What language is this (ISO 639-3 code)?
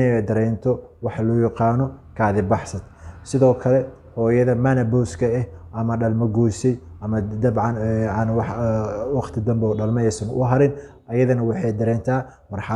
som